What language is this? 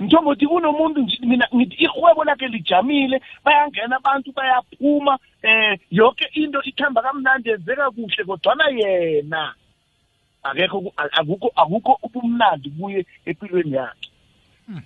South Ndebele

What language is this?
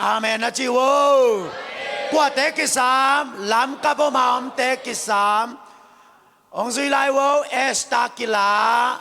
Tedim Chin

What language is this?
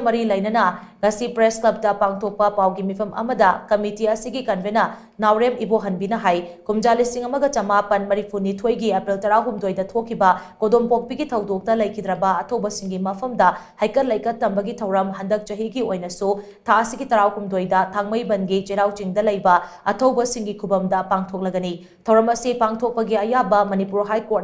Manipuri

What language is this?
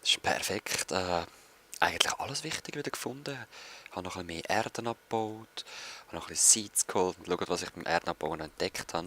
Swiss German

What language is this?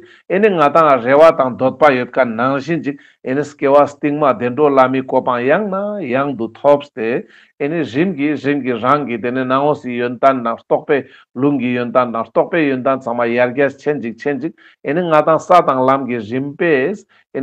Ladakhi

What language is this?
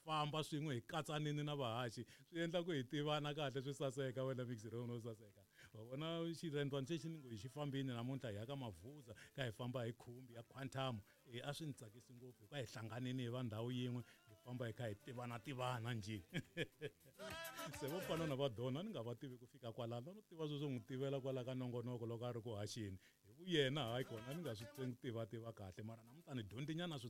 Tsonga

